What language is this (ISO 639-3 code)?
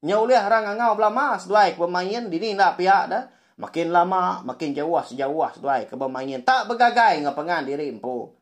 iba